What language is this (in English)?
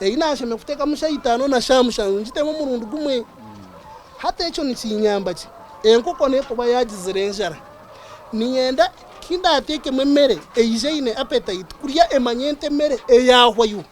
Nyankole